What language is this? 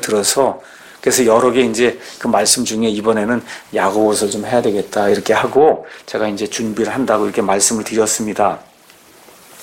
Korean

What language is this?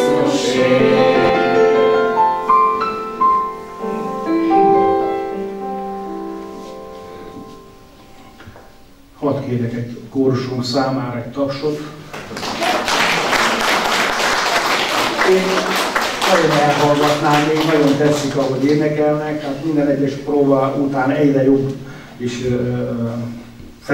Hungarian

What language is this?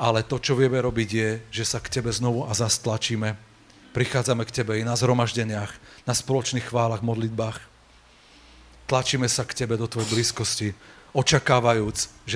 Slovak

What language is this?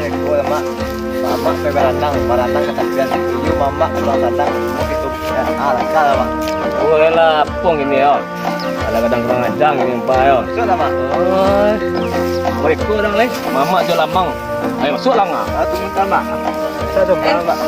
Minangkabau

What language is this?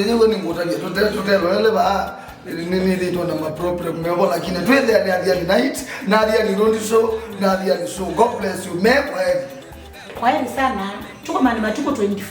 Kamba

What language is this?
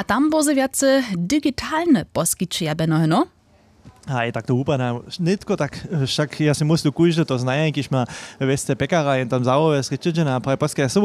Upper Sorbian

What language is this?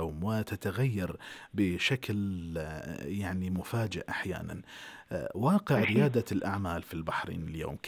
Gulf Arabic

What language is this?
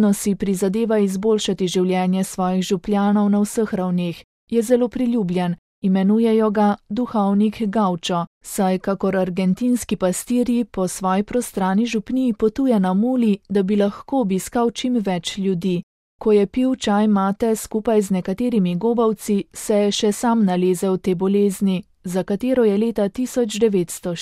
Slovenian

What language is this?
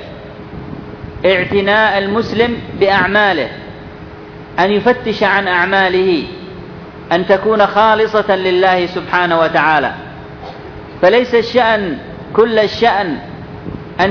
Arabic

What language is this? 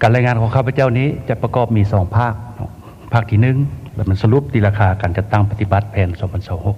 Lao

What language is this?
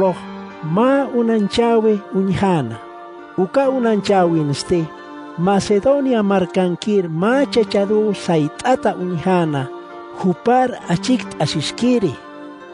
Aymara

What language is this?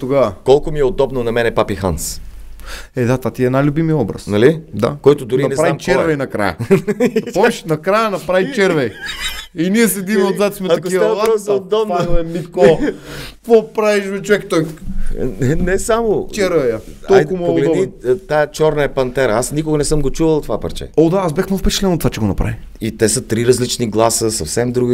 Bulgarian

